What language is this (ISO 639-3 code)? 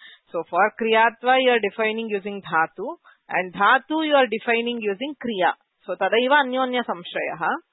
san